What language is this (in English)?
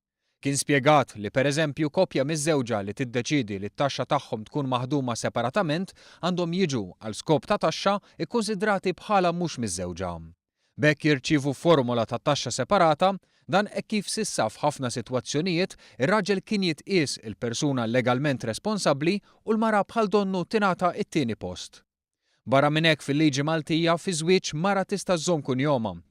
Maltese